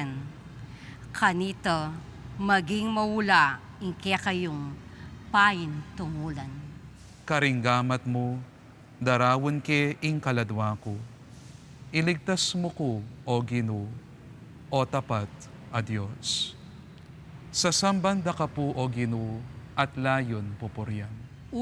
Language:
Pampanga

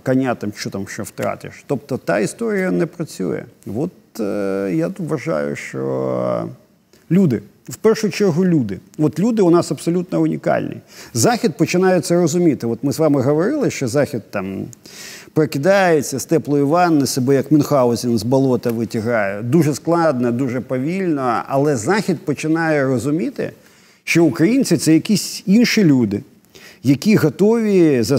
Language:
Ukrainian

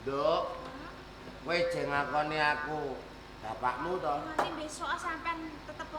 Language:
Javanese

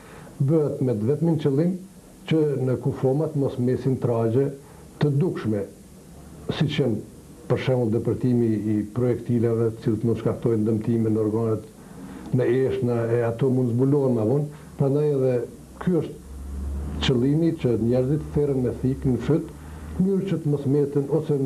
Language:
Albanian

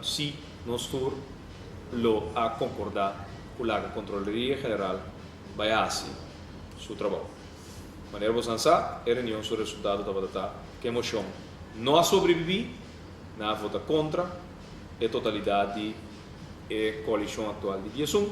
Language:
Papiamento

